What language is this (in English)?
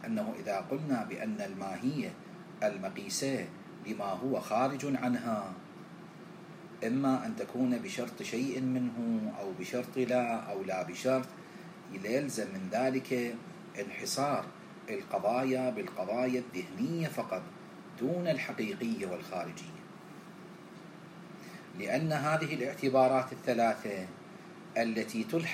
Arabic